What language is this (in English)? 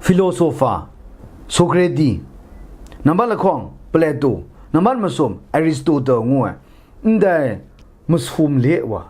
Kachin